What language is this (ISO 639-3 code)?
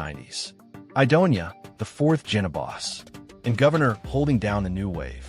jam